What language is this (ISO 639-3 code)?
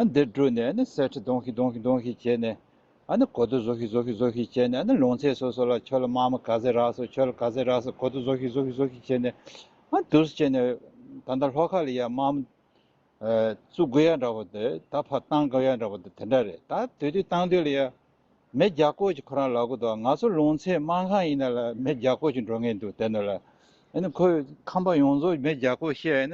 bod